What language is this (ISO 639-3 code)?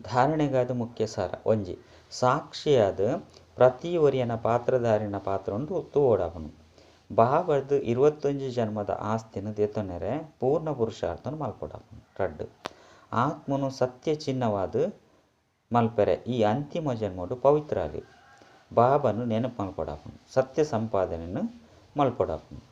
tcy